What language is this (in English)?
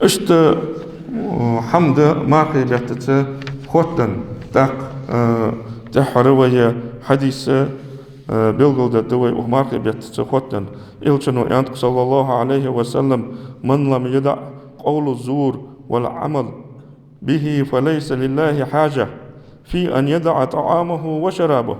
Ingush